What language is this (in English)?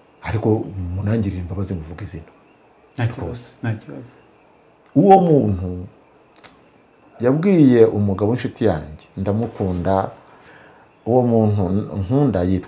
Kinyarwanda